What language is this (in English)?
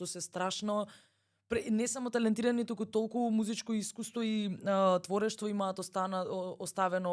Macedonian